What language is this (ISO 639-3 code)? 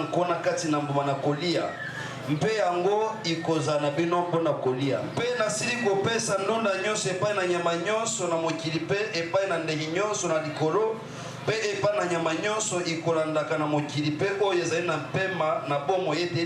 lin